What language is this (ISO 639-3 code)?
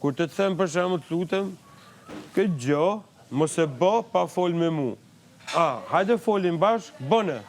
sqi